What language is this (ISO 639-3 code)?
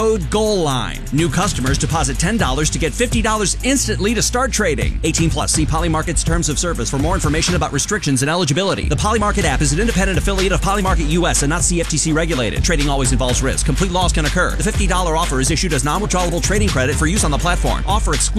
eng